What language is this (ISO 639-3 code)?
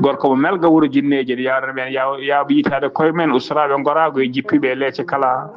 ful